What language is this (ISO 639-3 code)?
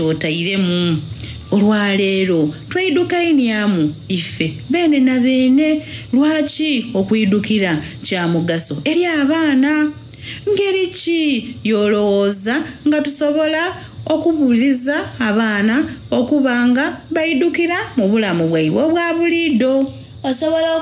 xog